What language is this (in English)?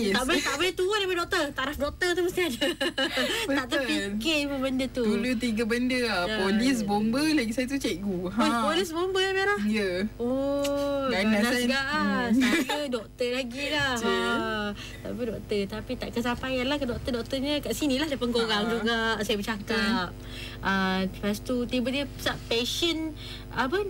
Malay